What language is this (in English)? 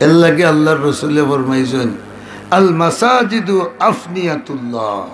Sylheti